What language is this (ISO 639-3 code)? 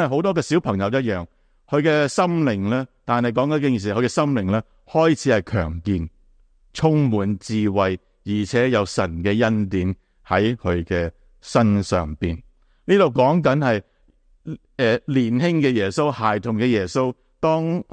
yue